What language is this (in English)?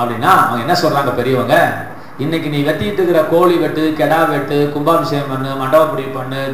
Tamil